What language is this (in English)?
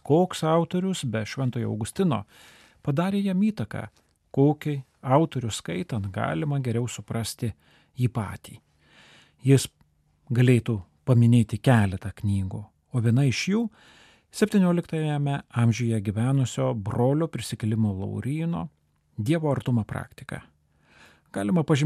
Lithuanian